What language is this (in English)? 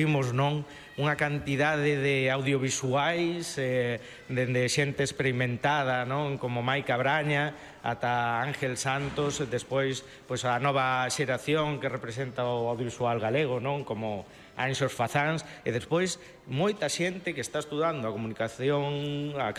Galician